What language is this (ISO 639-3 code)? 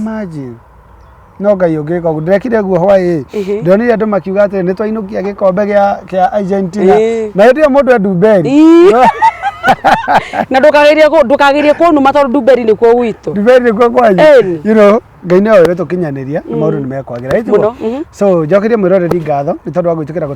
kik